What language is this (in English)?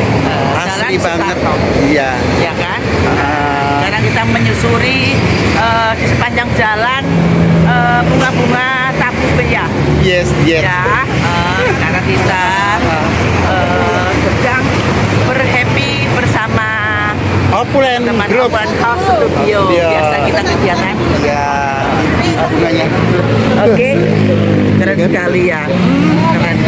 Indonesian